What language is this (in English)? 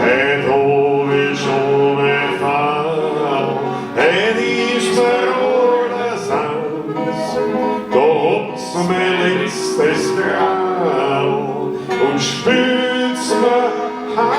Bavarian